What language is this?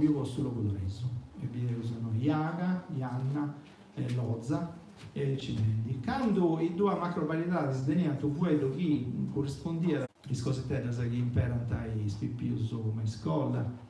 Sardinian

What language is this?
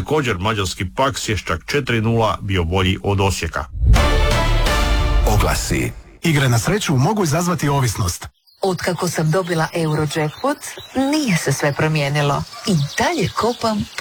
Croatian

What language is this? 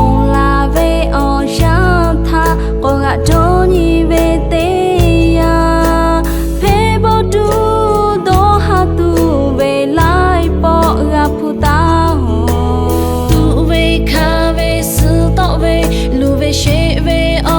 Lahu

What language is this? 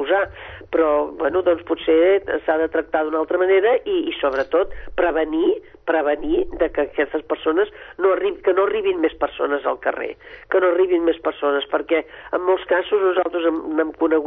Catalan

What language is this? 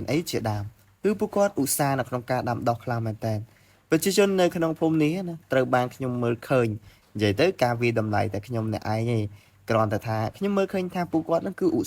Khmer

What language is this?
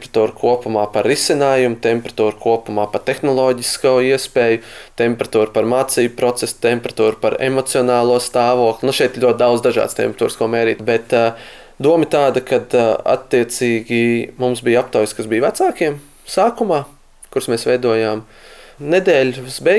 Latvian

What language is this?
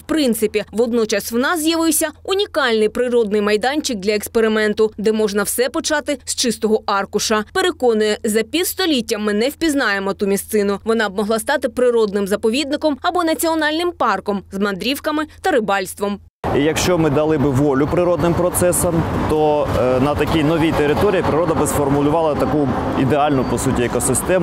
Ukrainian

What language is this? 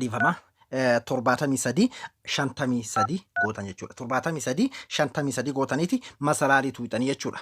Oromo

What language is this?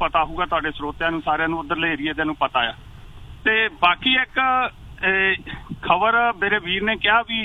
Punjabi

